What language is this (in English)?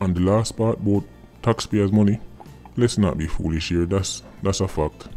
Jamaican Creole English